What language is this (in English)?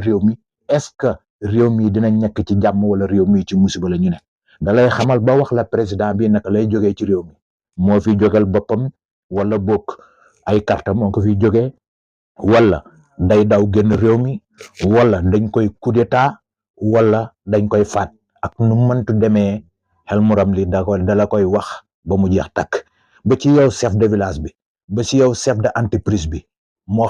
Wolof